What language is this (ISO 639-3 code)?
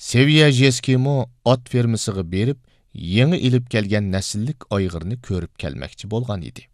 uig